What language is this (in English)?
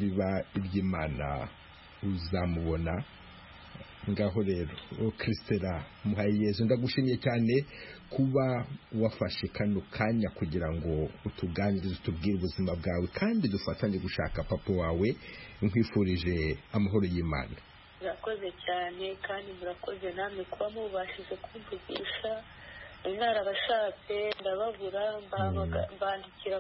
Kinyarwanda